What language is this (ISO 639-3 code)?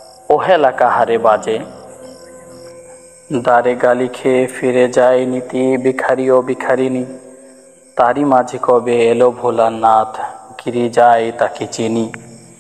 ben